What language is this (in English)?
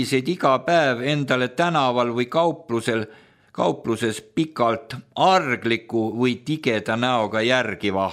Estonian